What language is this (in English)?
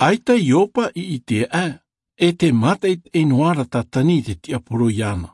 Tahitian